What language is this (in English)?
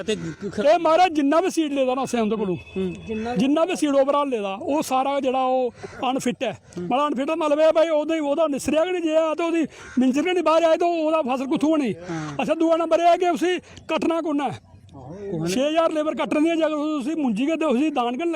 Dogri